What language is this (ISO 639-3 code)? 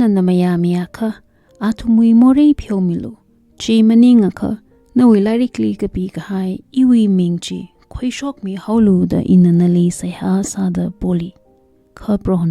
nmf